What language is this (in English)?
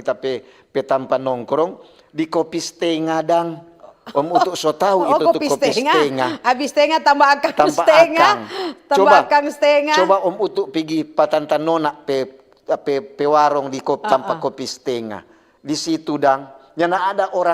Manado Malay